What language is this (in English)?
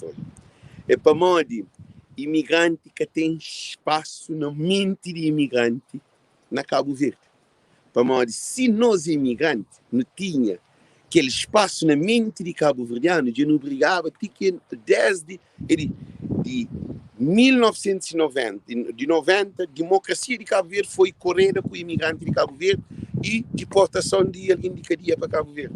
Kabuverdianu